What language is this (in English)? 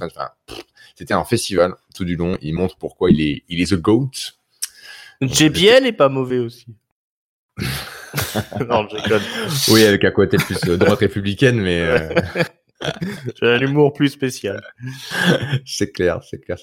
French